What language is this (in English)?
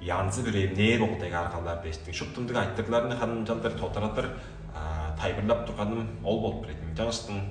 Tuvinian